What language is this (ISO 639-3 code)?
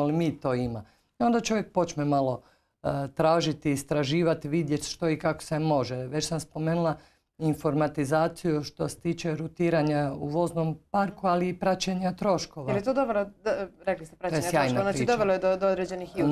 hrv